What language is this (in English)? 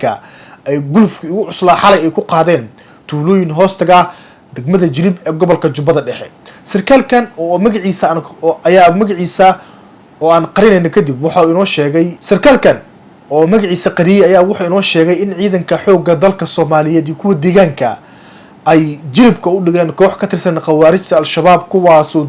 Somali